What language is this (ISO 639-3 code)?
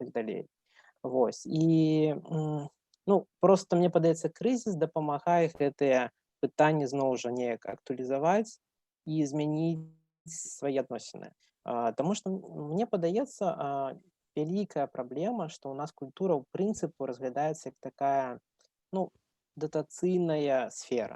bel